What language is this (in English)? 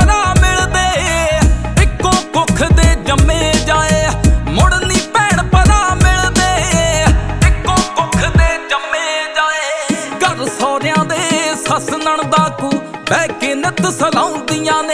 Punjabi